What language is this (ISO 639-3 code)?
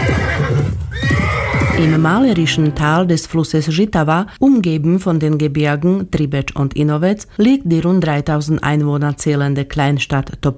deu